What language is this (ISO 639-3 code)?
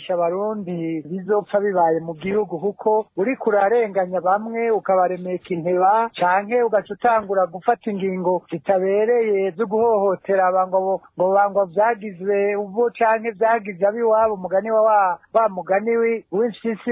run